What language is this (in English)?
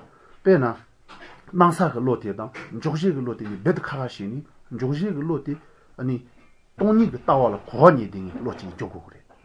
Latvian